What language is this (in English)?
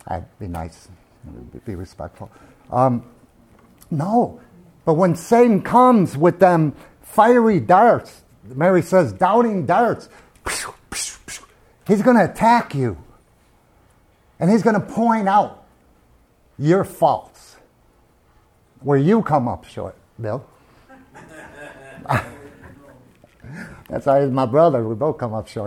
English